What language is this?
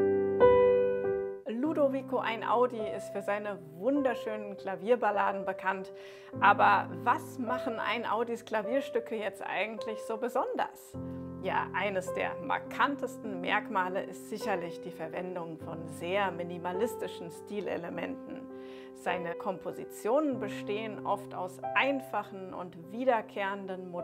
German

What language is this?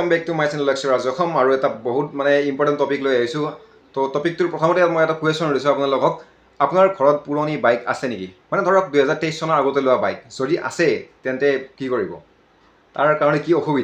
Assamese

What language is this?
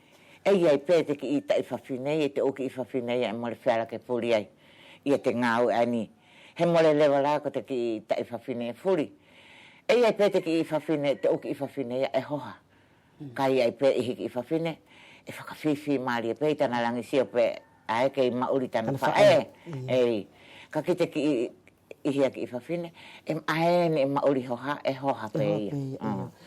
Wallisian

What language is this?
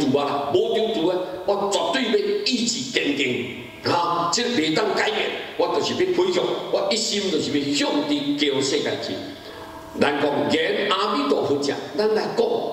Min Nan Chinese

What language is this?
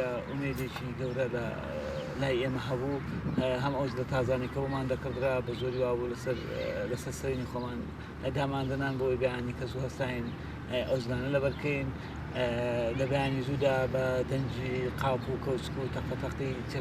Central Kurdish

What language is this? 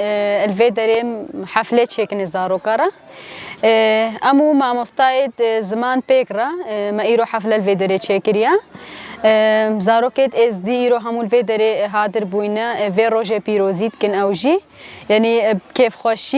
Kurdish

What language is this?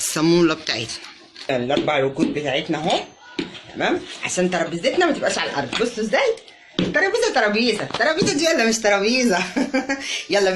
Egyptian Arabic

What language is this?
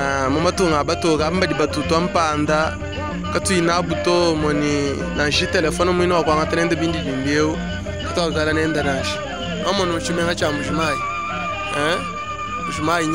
Luba-Lulua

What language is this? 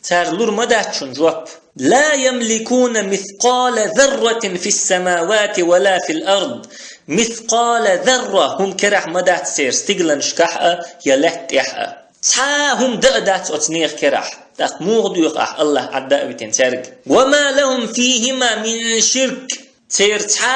Chechen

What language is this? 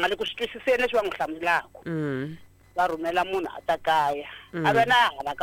Tsonga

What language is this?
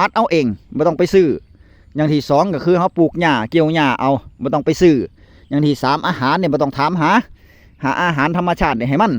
Northeastern Thai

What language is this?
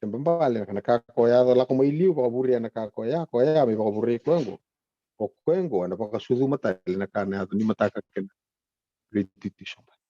Fijian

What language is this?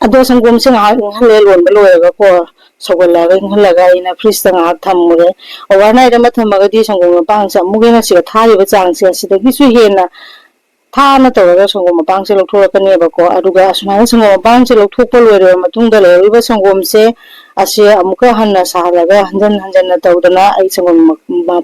Manipuri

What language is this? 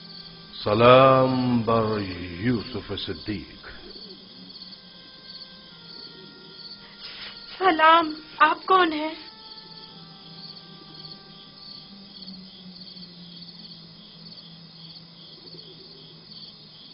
Urdu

